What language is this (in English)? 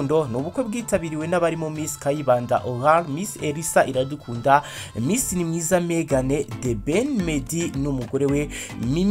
Kinyarwanda